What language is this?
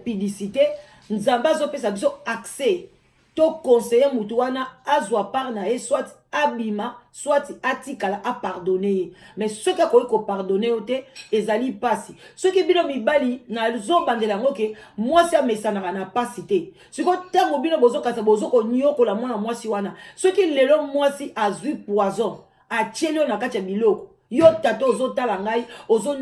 Lingala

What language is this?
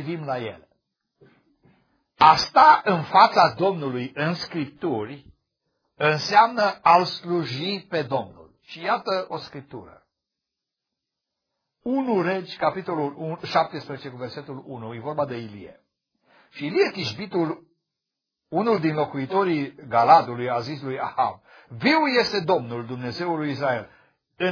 Romanian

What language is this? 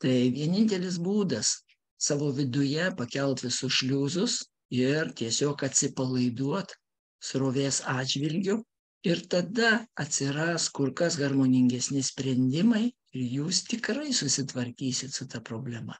Lithuanian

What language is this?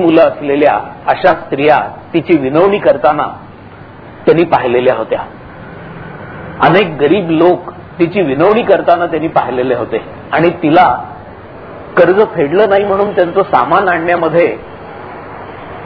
Marathi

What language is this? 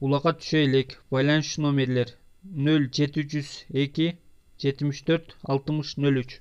Kyrgyz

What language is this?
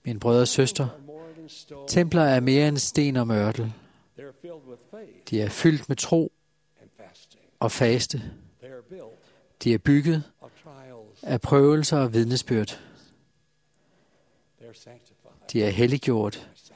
Danish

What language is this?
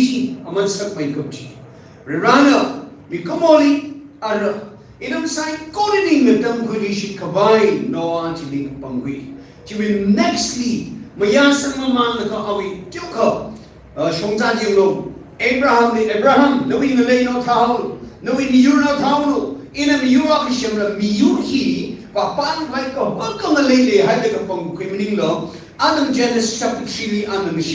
Tangkhul Naga (India)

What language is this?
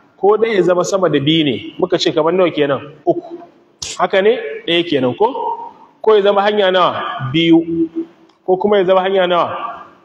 Hausa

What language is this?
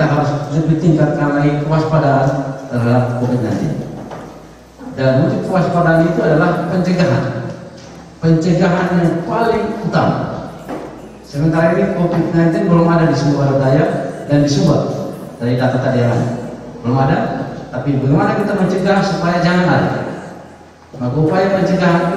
Indonesian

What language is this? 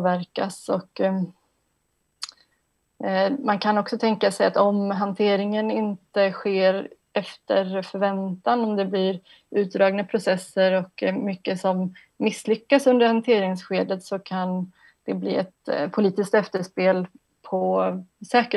Swedish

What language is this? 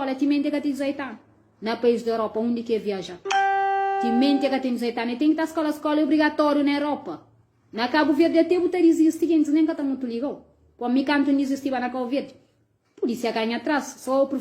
Kabuverdianu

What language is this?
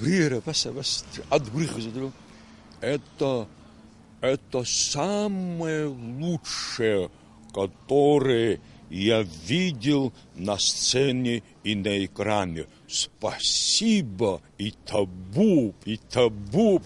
Abkhazian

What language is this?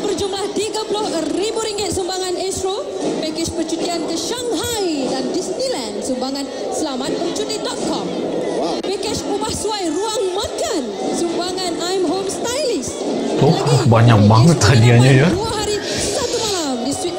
Malay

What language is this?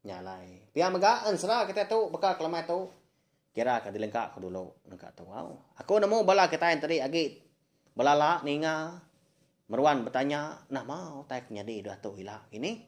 Iban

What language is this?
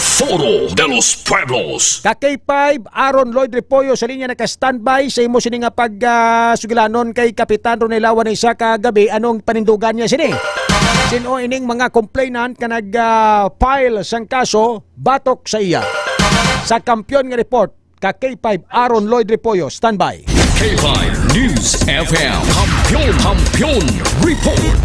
Hiligaynon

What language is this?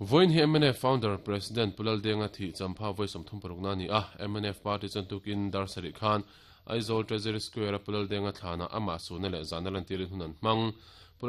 Mizo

